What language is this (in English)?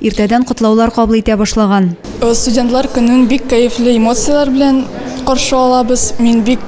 Tatar